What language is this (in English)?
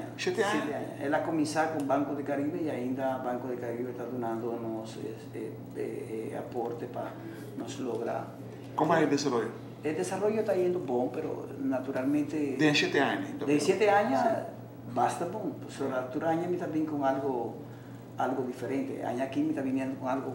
Papiamento